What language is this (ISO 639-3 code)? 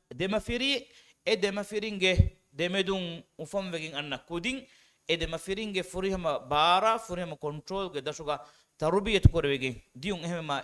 div